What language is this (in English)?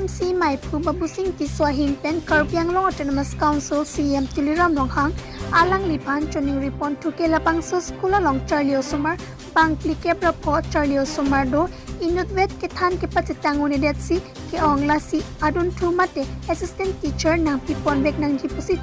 Karbi